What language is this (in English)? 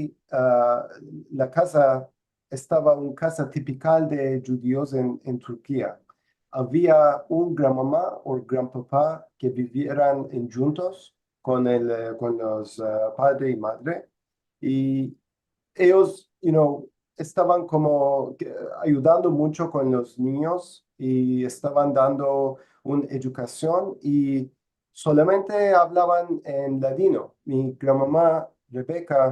Ladino